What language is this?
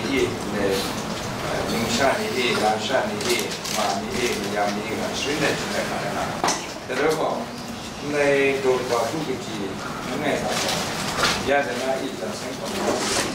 Kachin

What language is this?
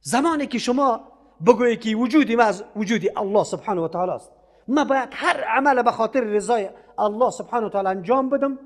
Persian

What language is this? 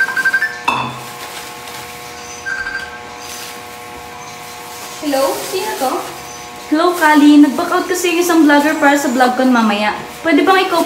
Filipino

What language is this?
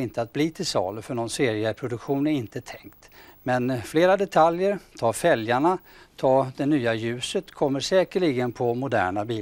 Swedish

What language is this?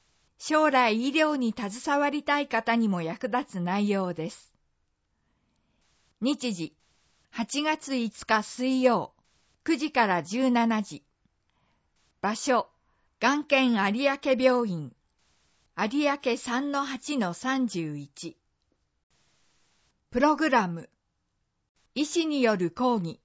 Japanese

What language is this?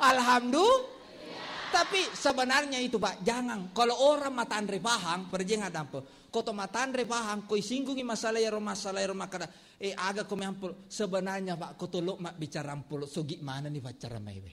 Buginese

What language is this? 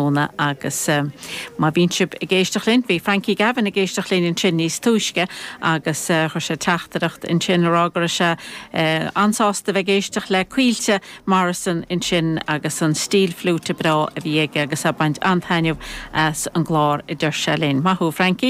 Irish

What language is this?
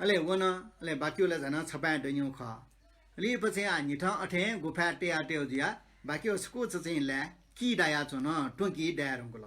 Newari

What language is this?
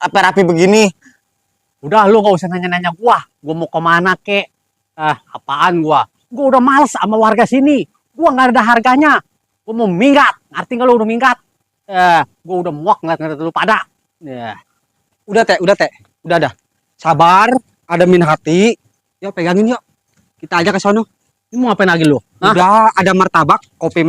Betawi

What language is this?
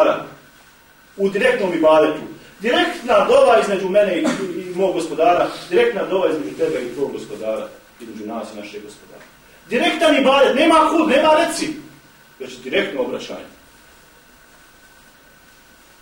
Bosnian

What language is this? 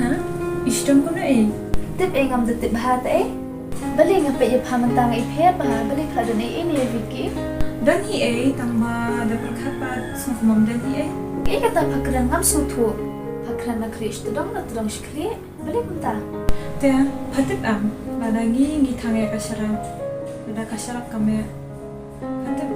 Khasi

